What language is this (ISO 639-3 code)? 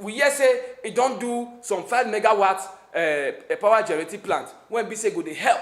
pcm